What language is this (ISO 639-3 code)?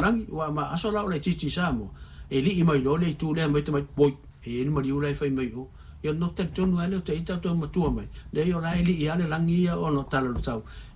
smo